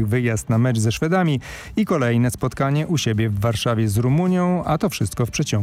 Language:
Polish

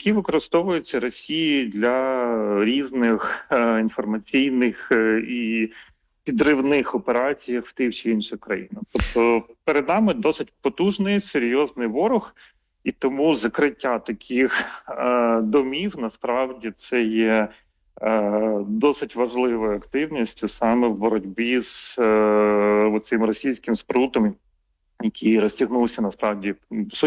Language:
Ukrainian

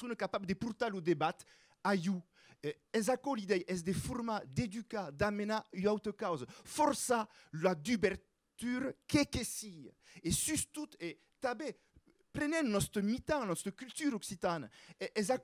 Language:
Occitan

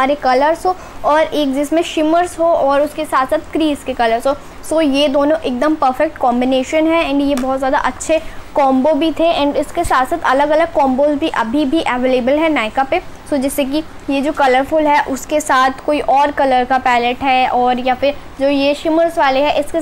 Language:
Hindi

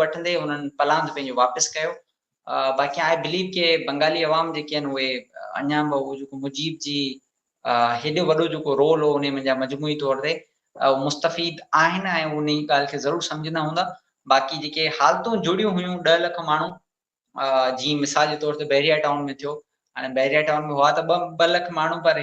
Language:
Sindhi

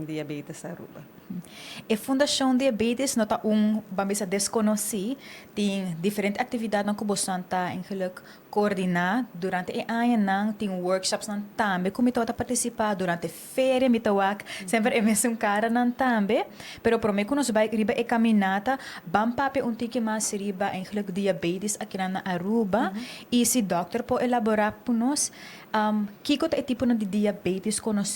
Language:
Papiamento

